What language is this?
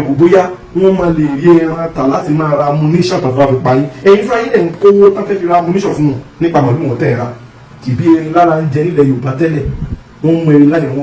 Yoruba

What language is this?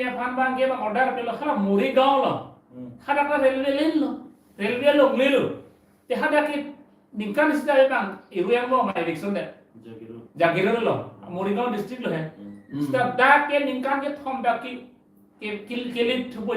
Karbi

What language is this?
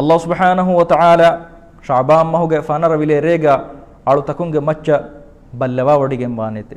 Divehi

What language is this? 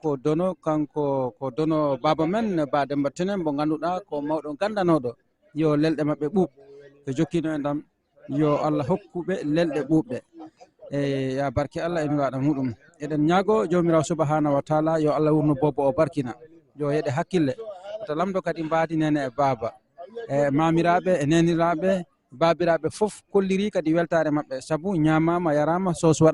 Fula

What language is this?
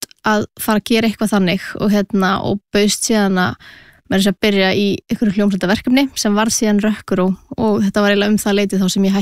Icelandic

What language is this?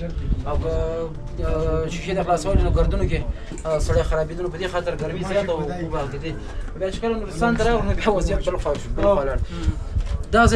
Pashto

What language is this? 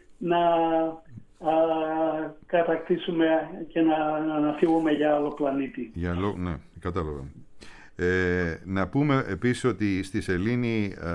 Greek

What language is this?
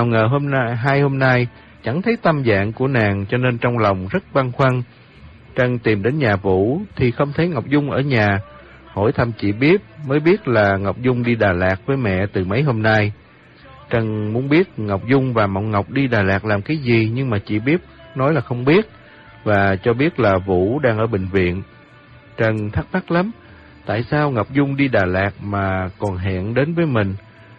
Vietnamese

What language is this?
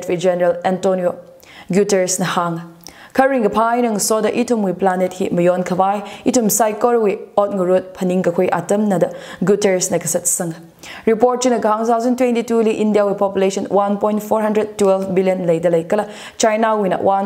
Tangkhul Naga (India)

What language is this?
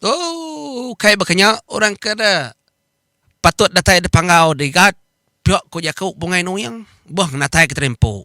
Iban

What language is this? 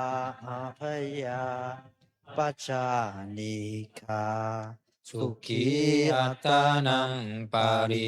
Pali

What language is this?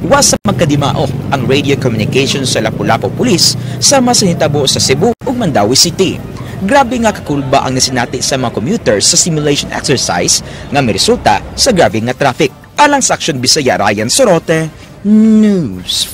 Cebuano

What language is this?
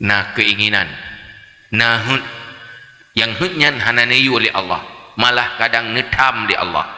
Achinese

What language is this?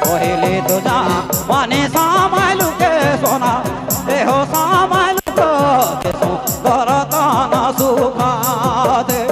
Sadri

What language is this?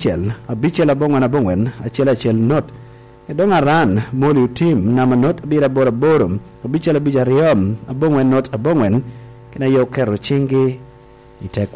Lango (Uganda)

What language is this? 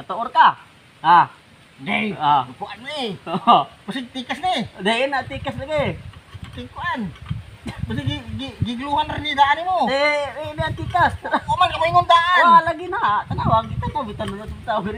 Cebuano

